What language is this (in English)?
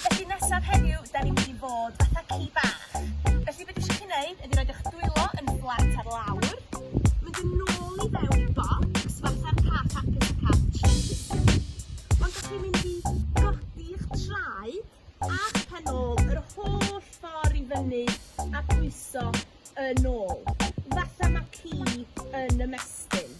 Welsh